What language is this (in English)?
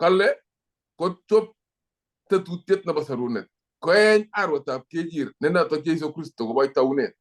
Kalenjin